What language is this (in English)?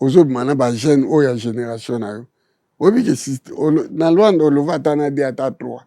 Lingala